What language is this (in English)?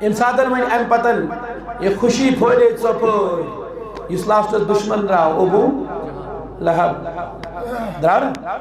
Kashmiri